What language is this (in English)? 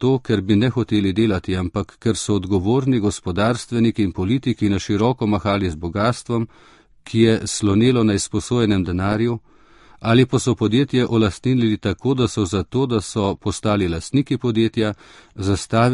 Slovenian